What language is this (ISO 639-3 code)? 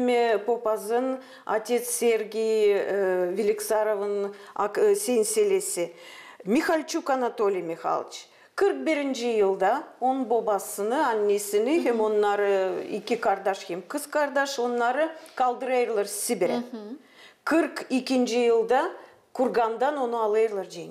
gag